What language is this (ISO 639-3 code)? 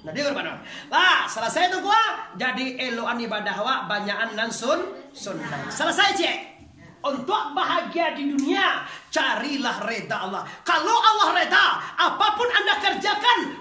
min